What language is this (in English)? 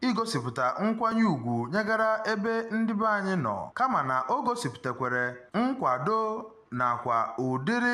Igbo